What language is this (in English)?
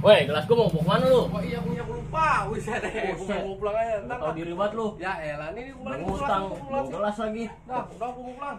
Betawi